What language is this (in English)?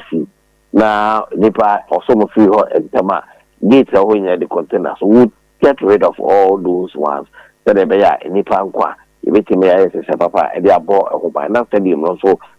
Akan